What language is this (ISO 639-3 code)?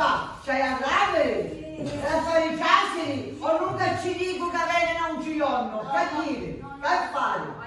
scn